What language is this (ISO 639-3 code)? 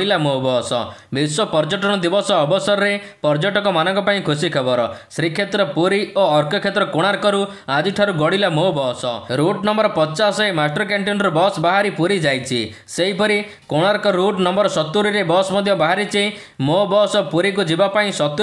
ori